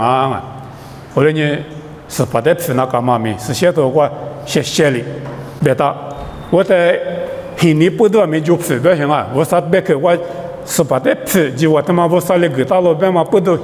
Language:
Lisu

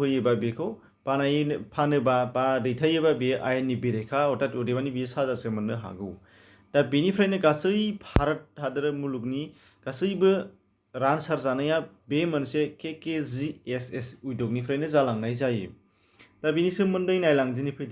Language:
Bodo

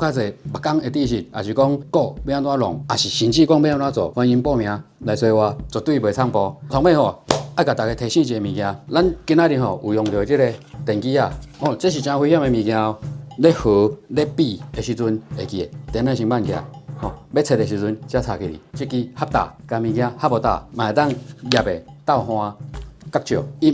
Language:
Min Nan Chinese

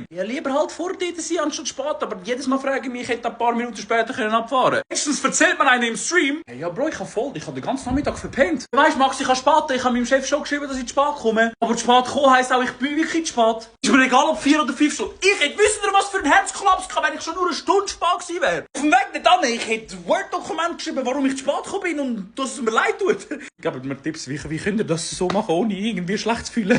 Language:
Swiss German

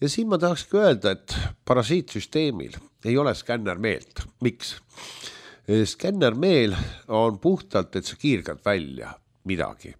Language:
Estonian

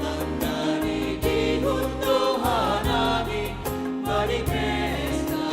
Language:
Batak Simalungun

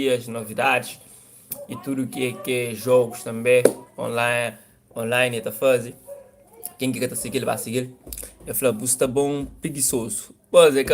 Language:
Kabuverdianu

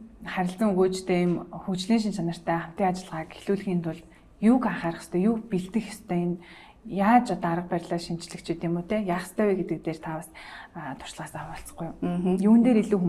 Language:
Mongolian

